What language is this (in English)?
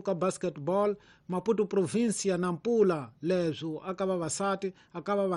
Tsonga